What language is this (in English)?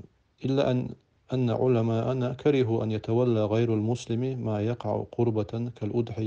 Chechen